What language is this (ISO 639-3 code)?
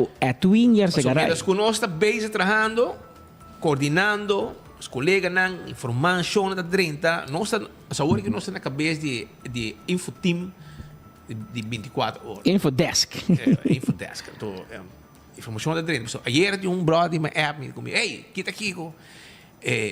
pap